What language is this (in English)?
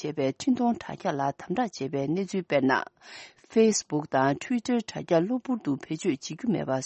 Tibetan